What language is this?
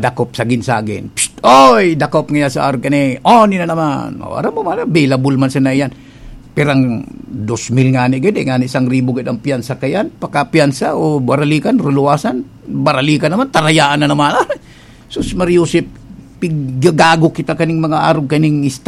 Bikol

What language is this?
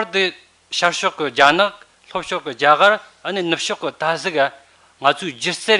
Tibetan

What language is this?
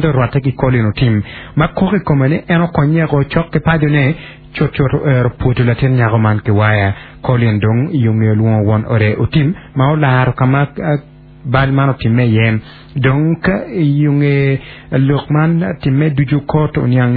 Acoli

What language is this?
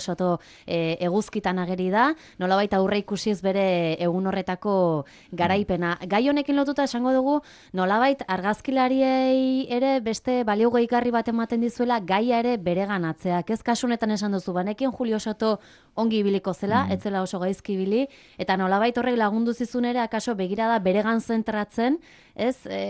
Basque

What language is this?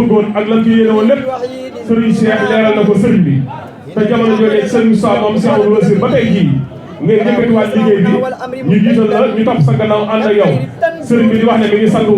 Wolof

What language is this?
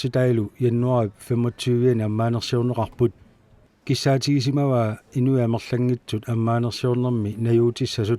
Kalaallisut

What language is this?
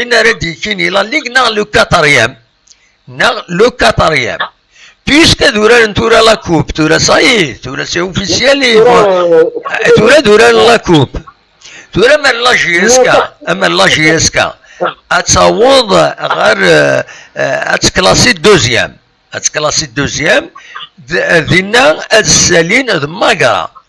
Kabyle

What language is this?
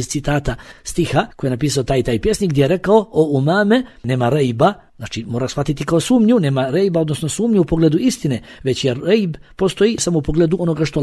Bosnian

